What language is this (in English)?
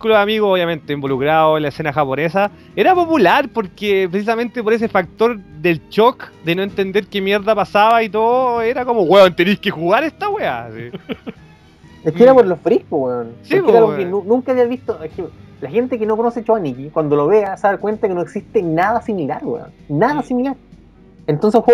Spanish